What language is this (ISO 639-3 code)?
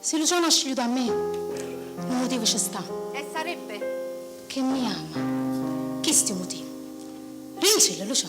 nap